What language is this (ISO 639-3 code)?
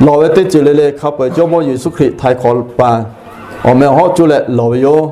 lhu